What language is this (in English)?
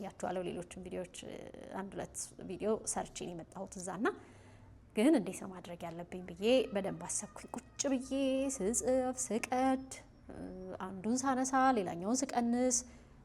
Amharic